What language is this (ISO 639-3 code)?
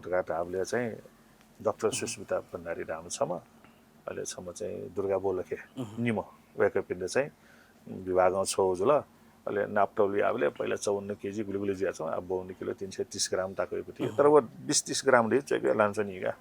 new